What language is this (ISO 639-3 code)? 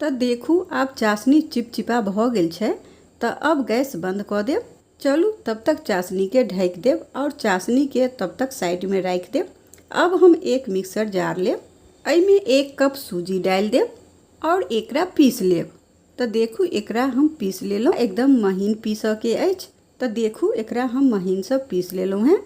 mai